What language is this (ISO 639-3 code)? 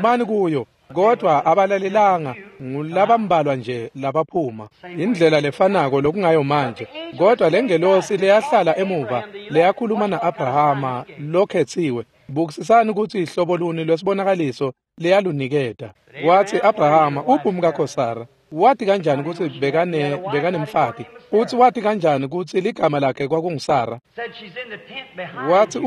ssw